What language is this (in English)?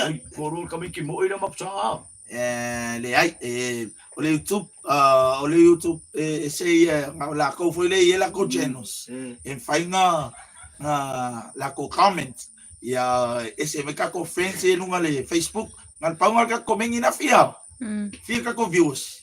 Samoan